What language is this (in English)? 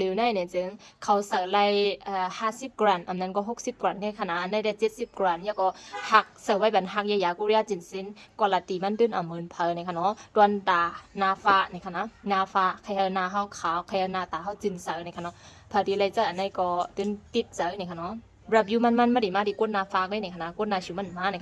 Shan